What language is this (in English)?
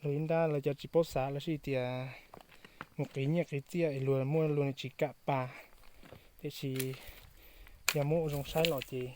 Hmong